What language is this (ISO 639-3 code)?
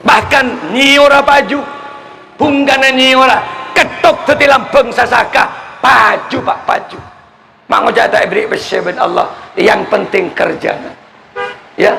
mad